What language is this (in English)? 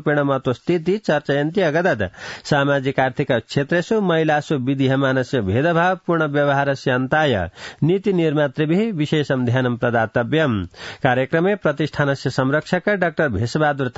Sanskrit